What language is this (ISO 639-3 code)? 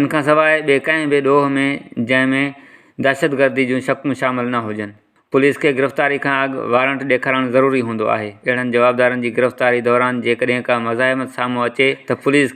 snd